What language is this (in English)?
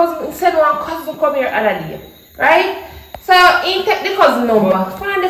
Jamaican Creole English